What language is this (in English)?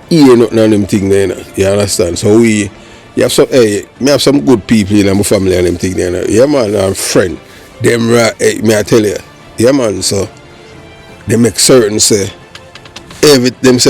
Jamaican Creole English